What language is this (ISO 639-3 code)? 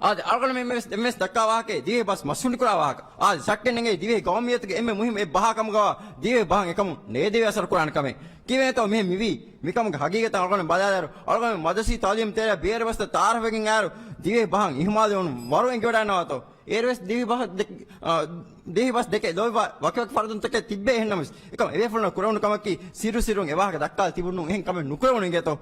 div